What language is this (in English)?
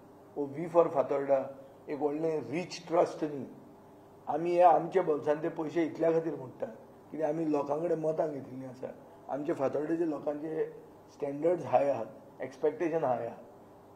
Konkani